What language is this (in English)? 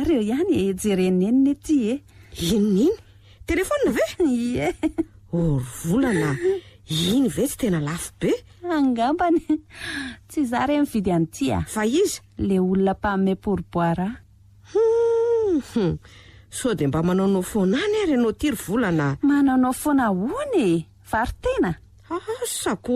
Malagasy